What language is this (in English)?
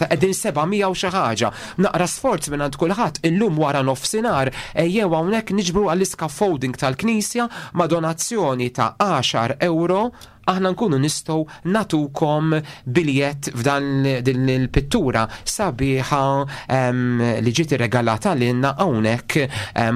Maltese